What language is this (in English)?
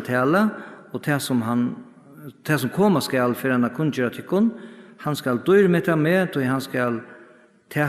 Faroese